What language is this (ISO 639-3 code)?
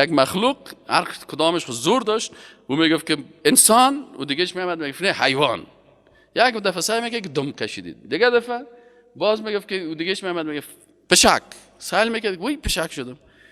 fas